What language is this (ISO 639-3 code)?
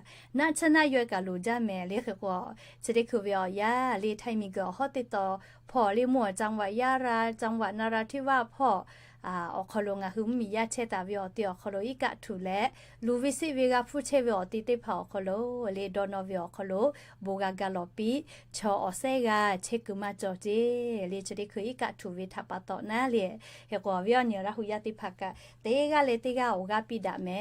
lhu